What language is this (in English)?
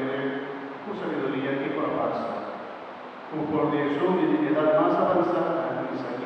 Papiamento